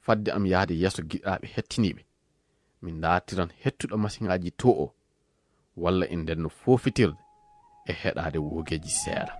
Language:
Fula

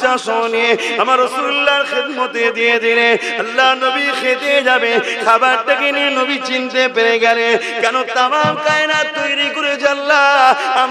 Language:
Bangla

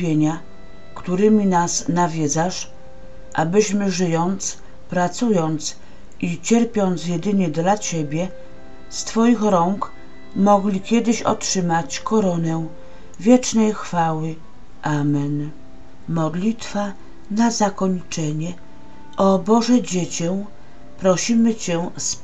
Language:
Polish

